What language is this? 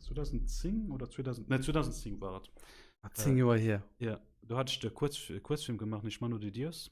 Luxembourgish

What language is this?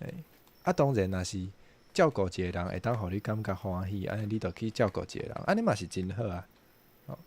Min Nan Chinese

